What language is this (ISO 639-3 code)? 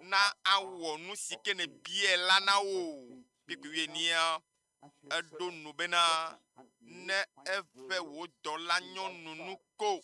ewe